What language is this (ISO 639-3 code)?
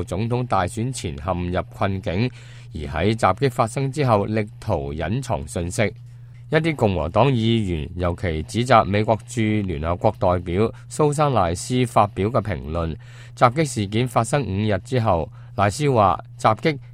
yue